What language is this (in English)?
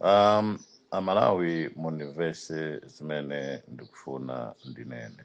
Nyanja